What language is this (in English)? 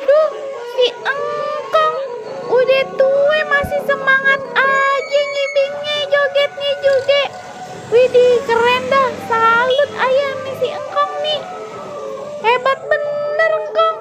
Betawi